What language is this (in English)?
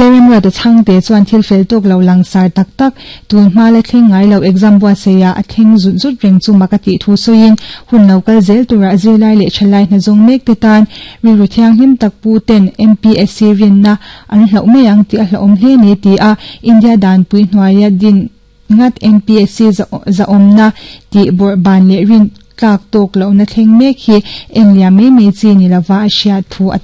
Mizo